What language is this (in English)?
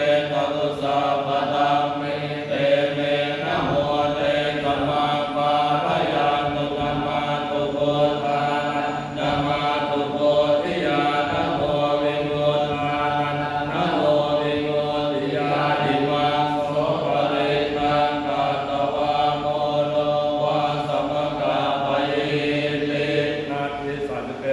Pali